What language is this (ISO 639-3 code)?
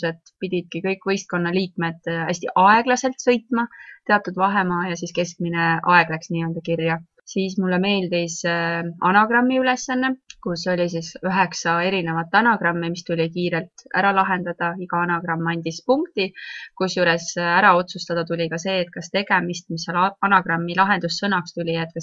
est